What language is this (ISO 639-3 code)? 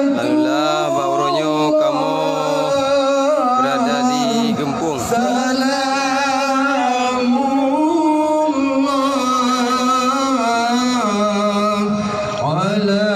ace